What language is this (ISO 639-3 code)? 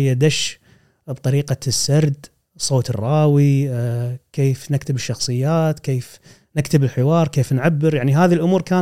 afb